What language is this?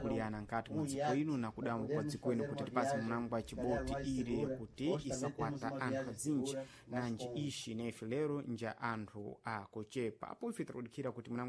Sena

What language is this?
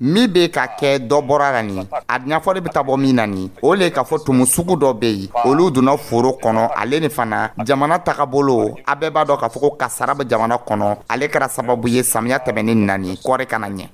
Dyula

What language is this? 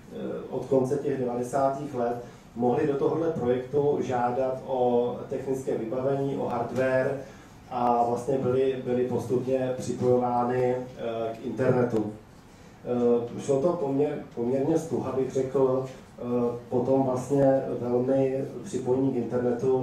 Czech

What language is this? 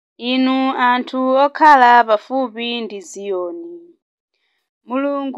Nyanja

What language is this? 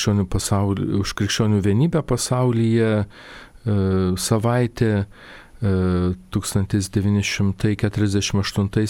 Lithuanian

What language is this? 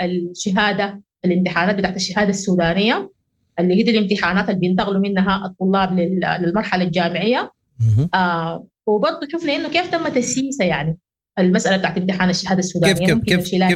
Sudanese Arabic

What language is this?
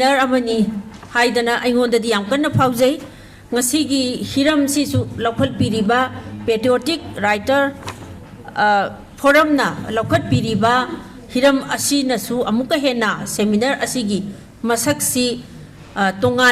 Manipuri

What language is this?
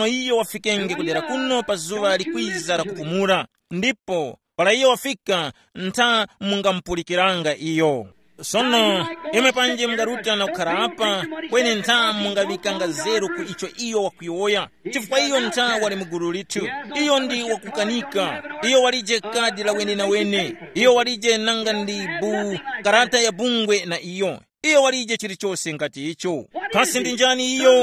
Tumbuka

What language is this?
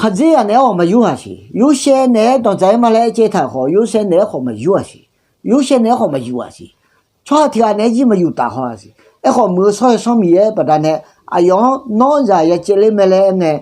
Akha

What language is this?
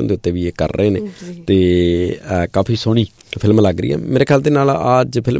Punjabi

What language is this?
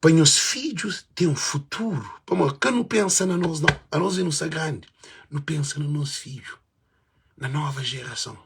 Kabuverdianu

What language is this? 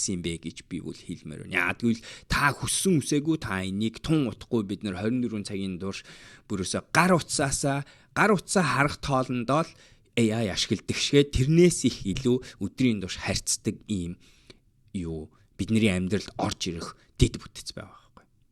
Mongolian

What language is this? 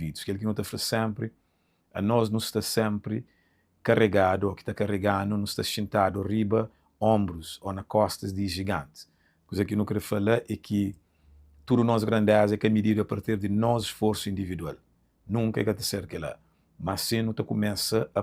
Kabuverdianu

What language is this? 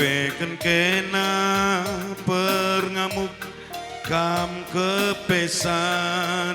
Batak Karo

